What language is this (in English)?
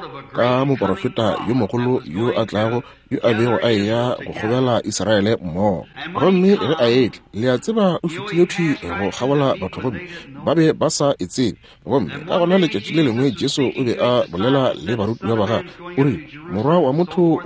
Northern Sotho